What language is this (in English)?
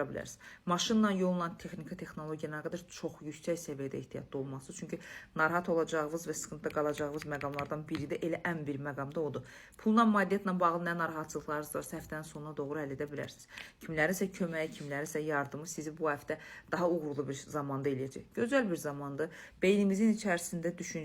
Azerbaijani